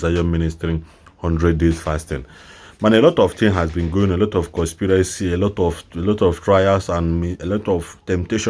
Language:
Igbo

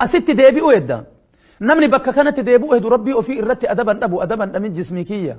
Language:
Oromo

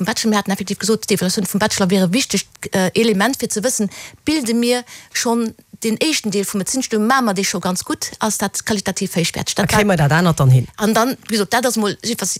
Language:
Luxembourgish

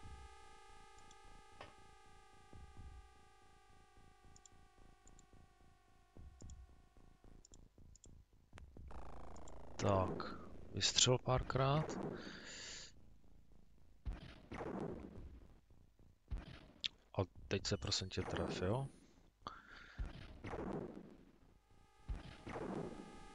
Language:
Czech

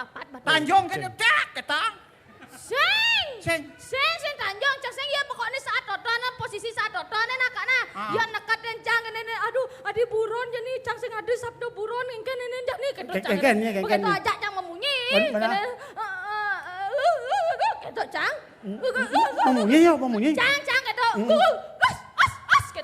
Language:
Balinese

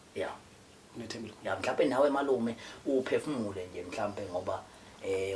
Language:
Zulu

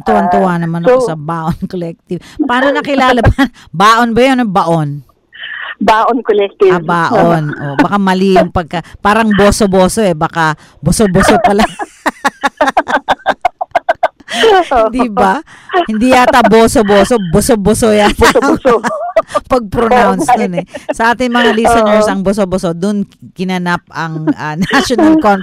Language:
Filipino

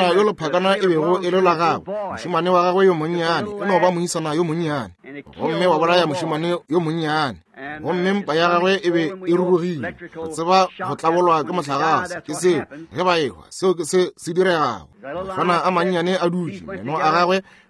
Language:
Northern Sotho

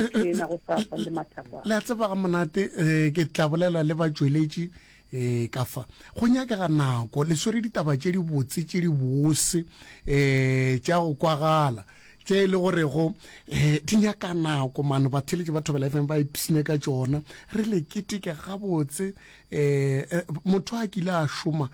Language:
Northern Sotho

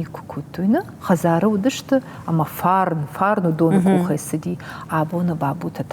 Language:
Ossetic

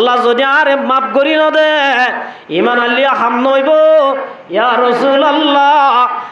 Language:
Rohingya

